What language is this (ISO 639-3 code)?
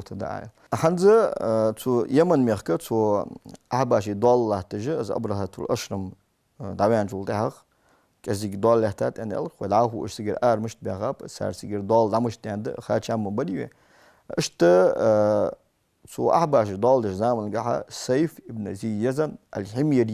inh